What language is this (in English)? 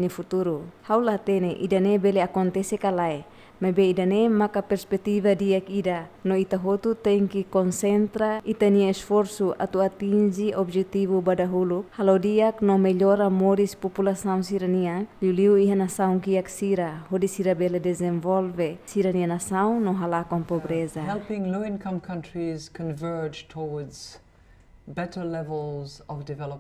Tetum